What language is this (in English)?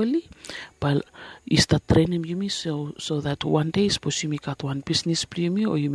Bislama